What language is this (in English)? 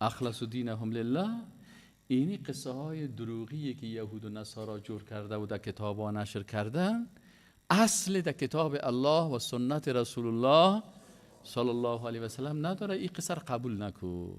Persian